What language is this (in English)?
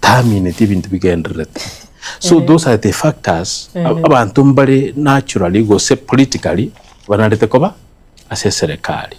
Gusii